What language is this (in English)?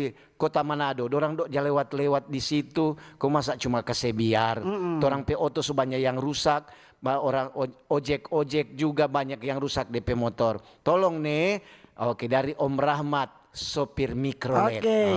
Manado Malay